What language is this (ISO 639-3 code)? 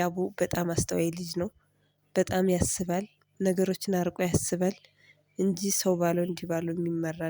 amh